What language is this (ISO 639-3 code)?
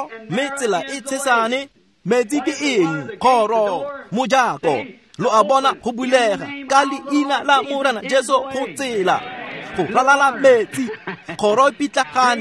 tsn